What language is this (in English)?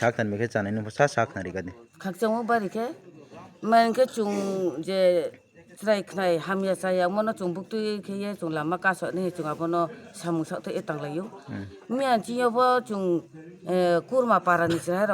Riang (India)